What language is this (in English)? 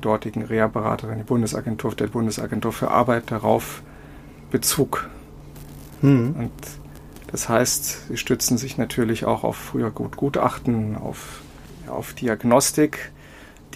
German